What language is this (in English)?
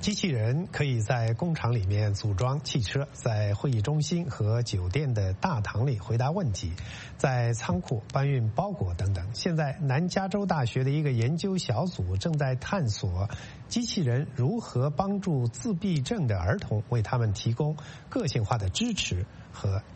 Chinese